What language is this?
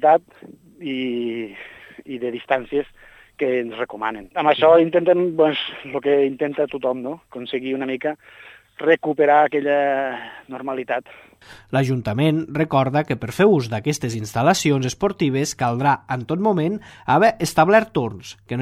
Catalan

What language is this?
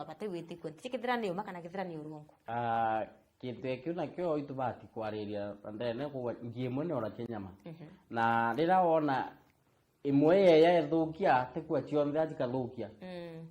Meru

